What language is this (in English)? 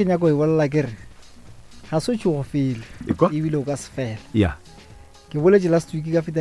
Northern Sotho